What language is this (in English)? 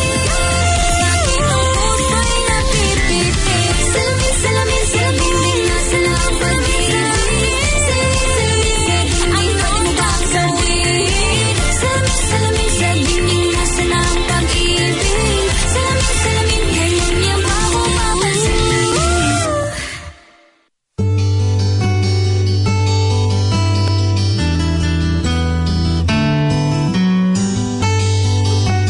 Filipino